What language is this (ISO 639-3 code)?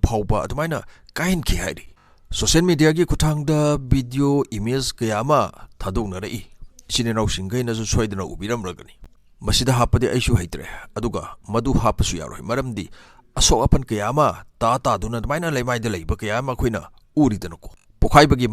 mni